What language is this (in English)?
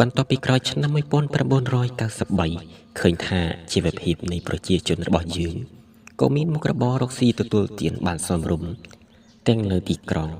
Khmer